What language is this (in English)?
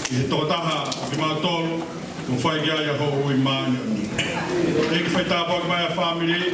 Tongan